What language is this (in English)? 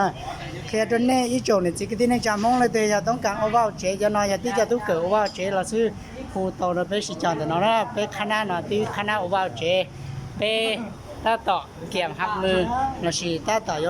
Hmong